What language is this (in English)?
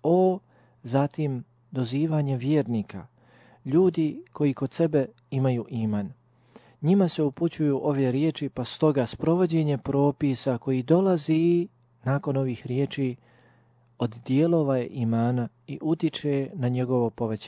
Bosnian